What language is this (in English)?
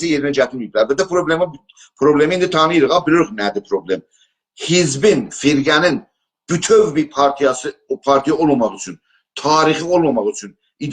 South Azerbaijani